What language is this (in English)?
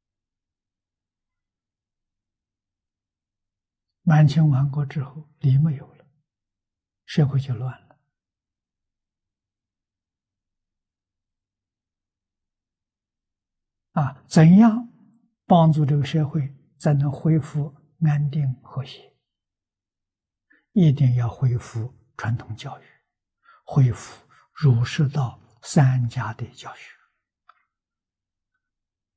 Chinese